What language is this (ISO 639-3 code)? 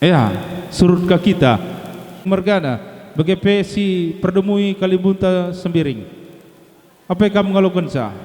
btx